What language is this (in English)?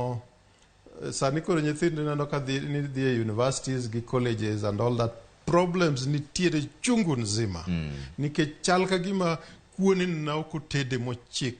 Luo (Kenya and Tanzania)